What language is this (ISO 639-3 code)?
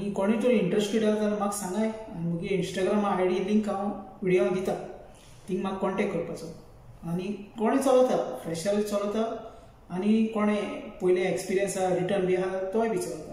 kok